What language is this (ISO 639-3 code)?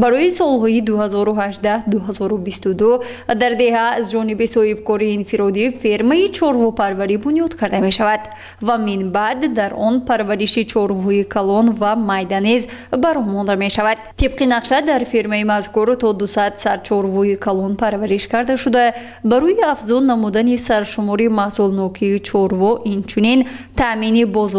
tgk